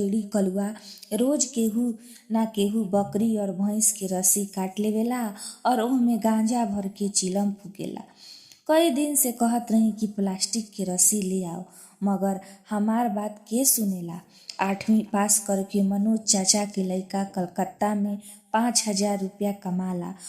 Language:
Bhojpuri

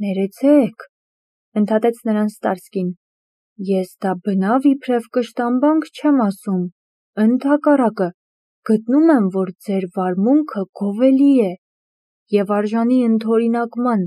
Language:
Armenian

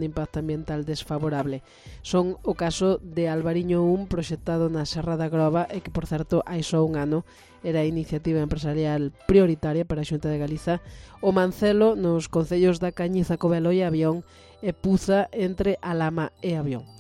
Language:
Galician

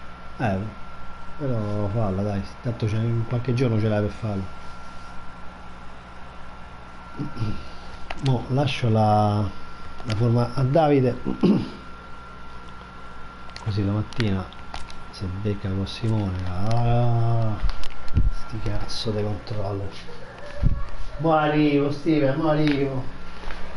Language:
Italian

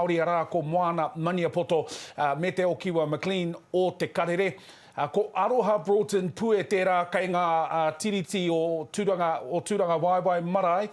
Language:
Māori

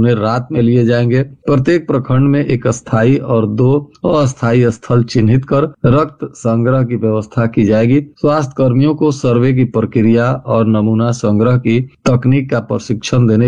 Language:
Hindi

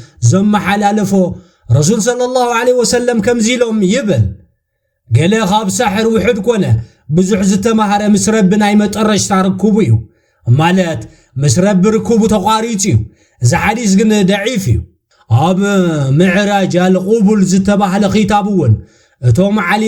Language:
Tigrinya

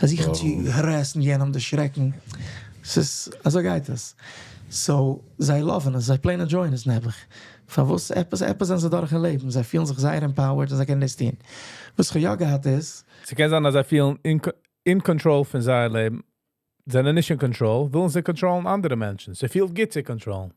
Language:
Yiddish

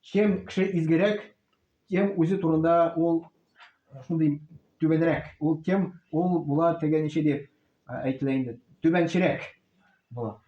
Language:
Tatar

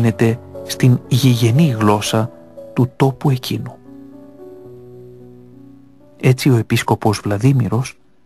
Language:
Greek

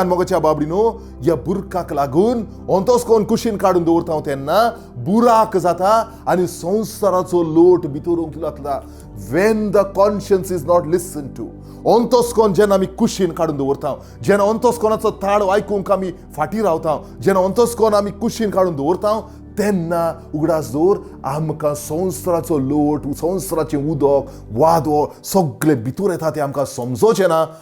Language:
Konkani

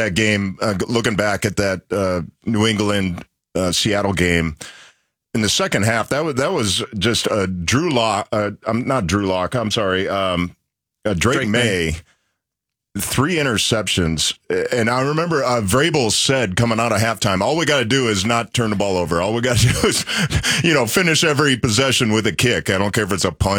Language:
English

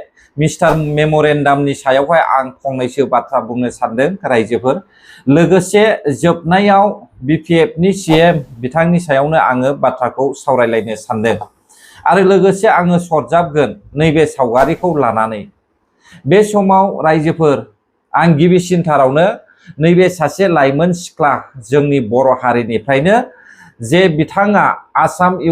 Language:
Bodo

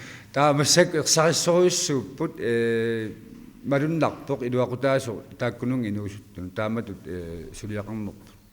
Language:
Kalaallisut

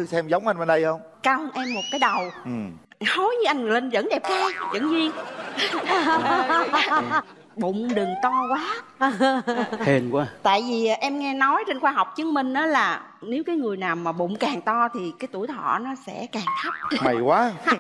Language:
Vietnamese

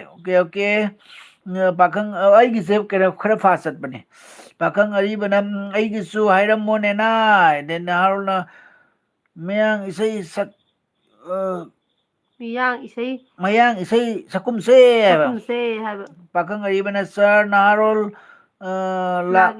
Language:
Manipuri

